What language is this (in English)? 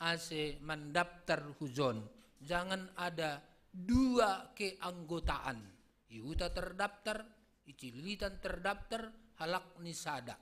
Batak Simalungun